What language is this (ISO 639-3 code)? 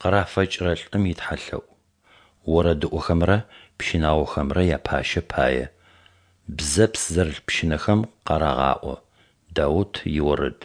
ady